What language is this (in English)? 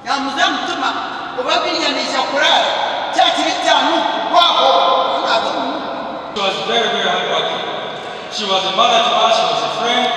Nyankole